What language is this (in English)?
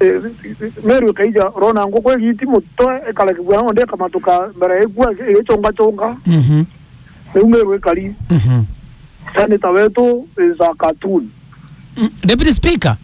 Meru